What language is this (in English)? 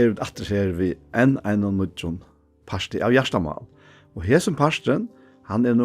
Faroese